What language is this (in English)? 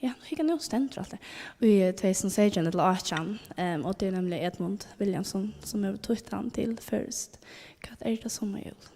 Faroese